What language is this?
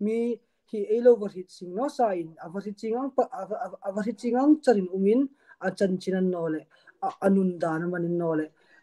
Hmar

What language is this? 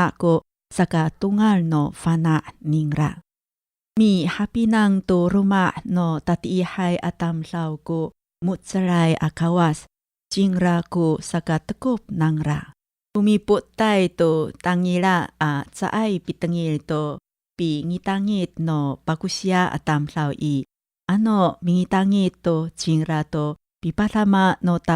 Amis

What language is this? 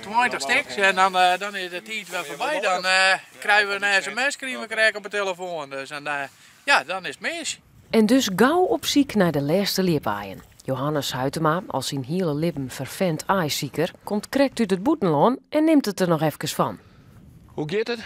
Western Frisian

